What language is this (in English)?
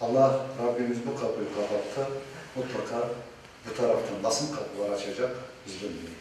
Crimean Tatar